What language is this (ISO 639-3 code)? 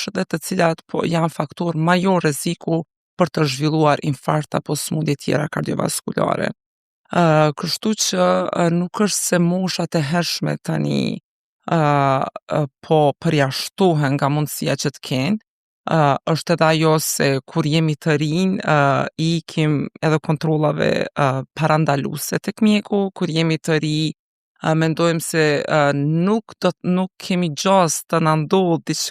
sqi